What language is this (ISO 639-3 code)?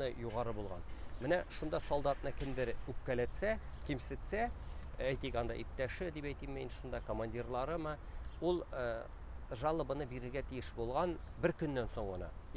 tat